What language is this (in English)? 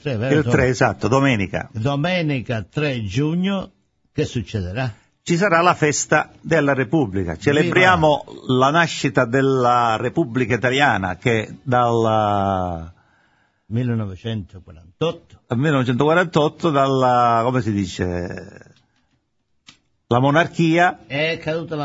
Italian